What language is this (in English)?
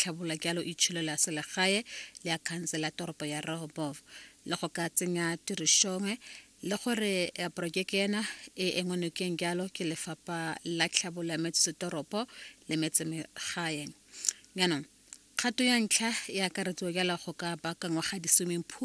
Tswana